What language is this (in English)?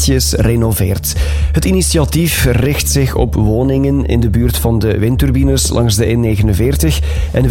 Dutch